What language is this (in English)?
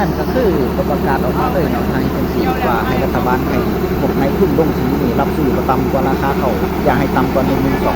Northeastern Thai